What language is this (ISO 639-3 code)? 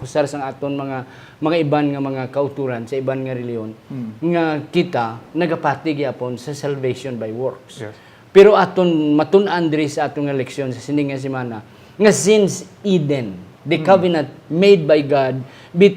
hil